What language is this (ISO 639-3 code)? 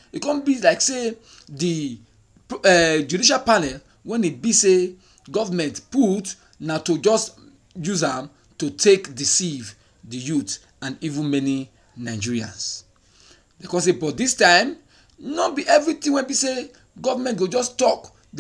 pcm